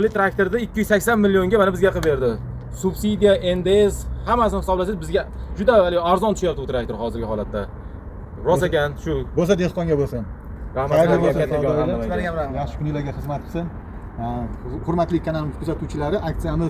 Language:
Uzbek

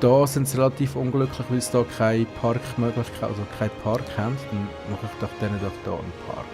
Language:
Swiss German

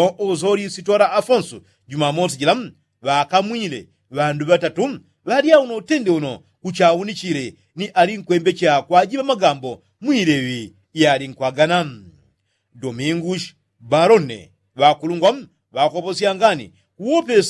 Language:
Yao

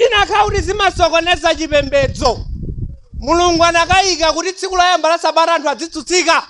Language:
Nyanja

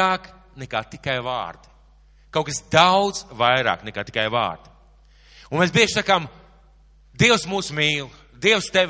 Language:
Latvian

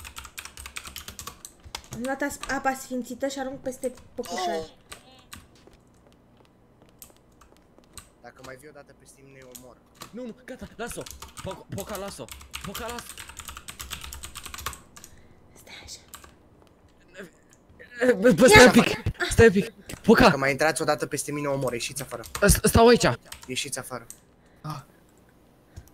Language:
Romanian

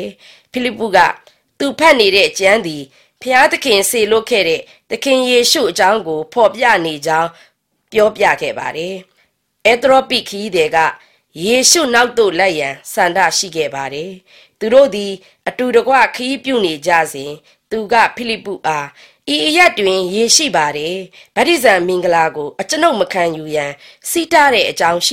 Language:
Burmese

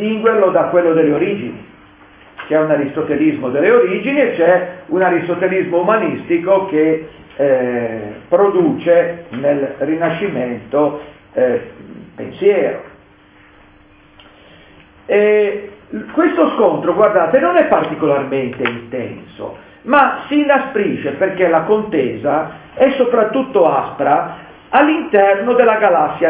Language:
Italian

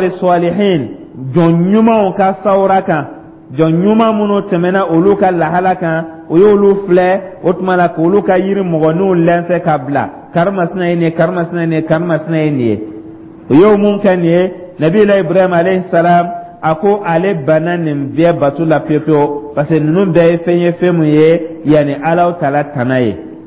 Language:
Dyula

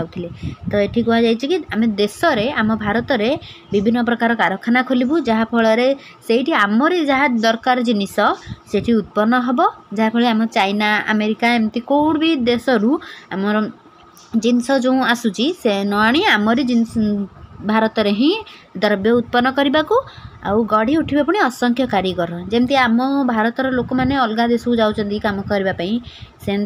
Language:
Odia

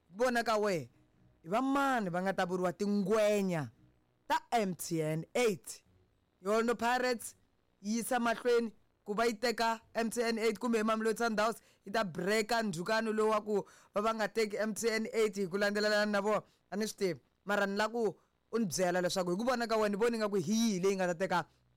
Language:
Tsonga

